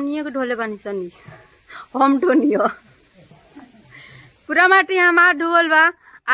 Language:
Bhojpuri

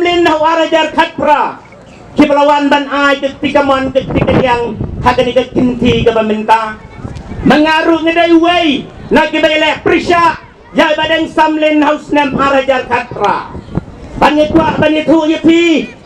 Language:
Khasi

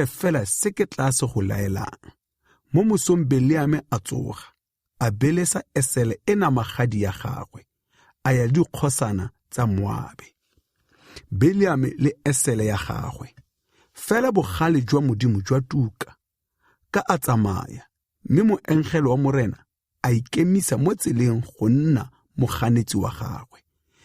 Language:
Tswana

